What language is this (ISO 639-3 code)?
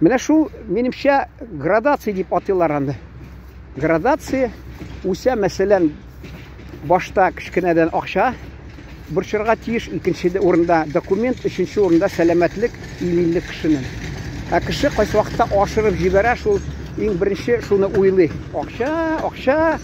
tat